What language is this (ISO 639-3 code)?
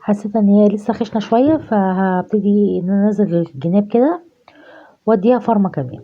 arz